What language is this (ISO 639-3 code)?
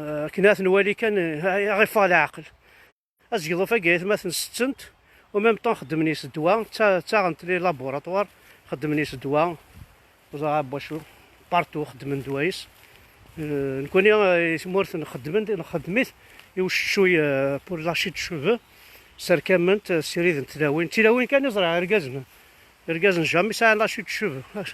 kab